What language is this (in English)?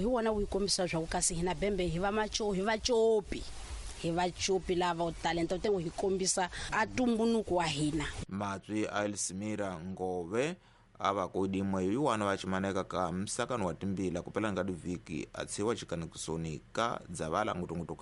Tsonga